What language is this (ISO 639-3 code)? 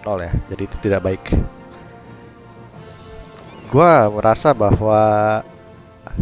ind